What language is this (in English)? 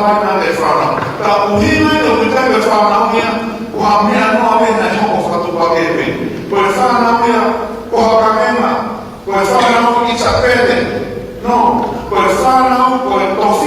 Tongan